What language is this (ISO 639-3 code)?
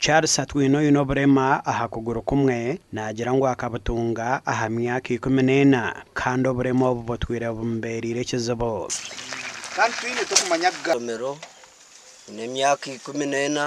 nyn